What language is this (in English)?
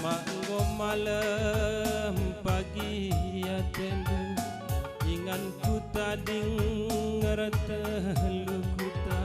Batak Karo